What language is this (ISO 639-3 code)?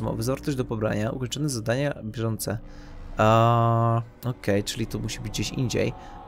pol